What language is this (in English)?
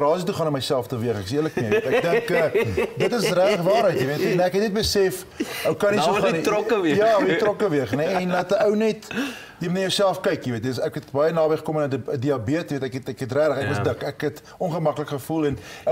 Afrikaans